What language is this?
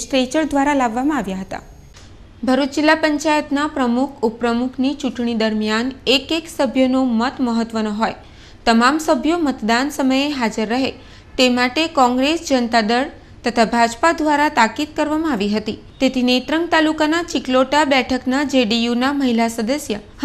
Gujarati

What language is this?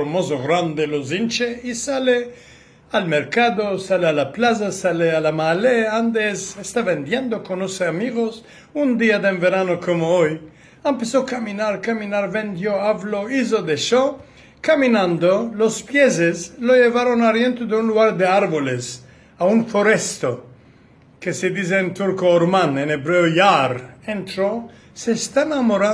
Ladino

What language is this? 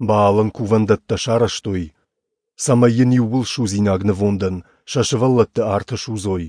Ossetic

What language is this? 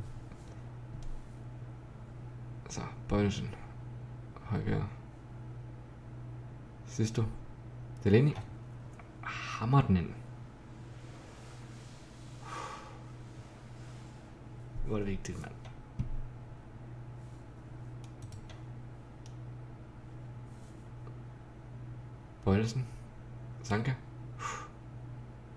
Danish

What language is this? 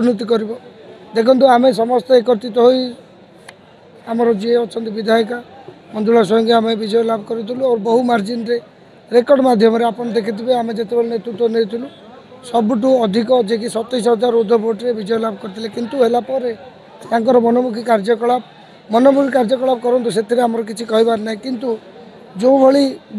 Odia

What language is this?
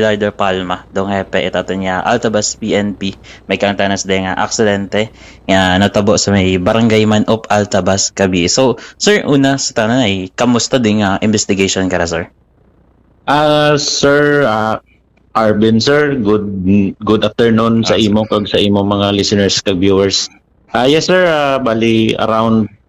Hiligaynon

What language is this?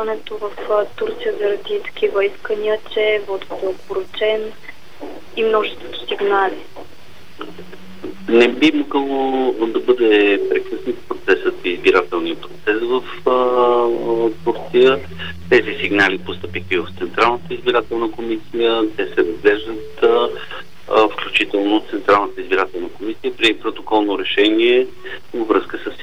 Bulgarian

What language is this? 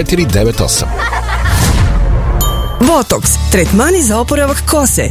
Serbian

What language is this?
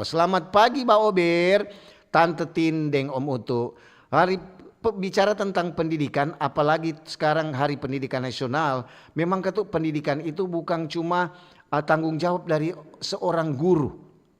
Manado Malay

